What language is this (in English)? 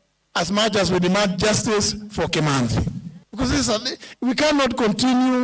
Kamba